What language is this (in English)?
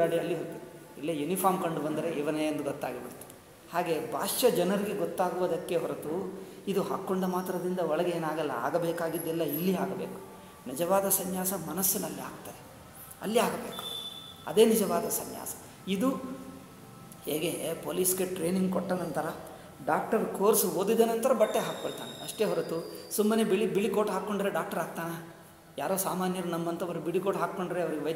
Kannada